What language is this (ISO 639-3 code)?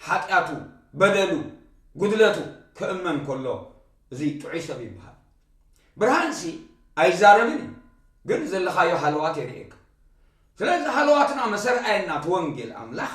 tir